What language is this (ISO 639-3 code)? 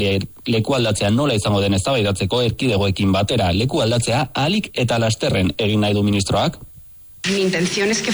eus